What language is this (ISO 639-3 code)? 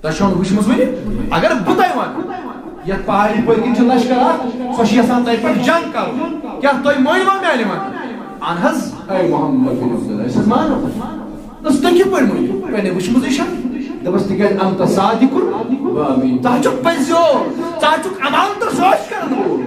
kas